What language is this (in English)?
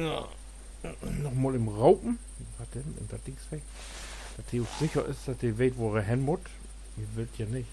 Low German